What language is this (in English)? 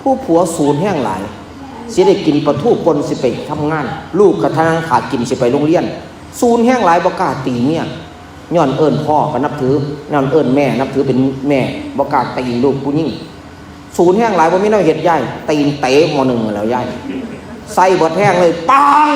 Northeastern Thai